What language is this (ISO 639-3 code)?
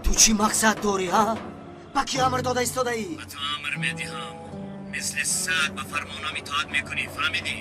tgk